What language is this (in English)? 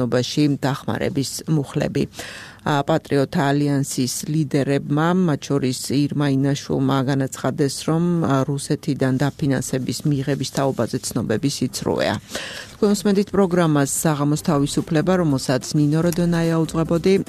Georgian